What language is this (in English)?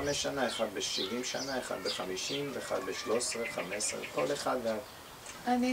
Hebrew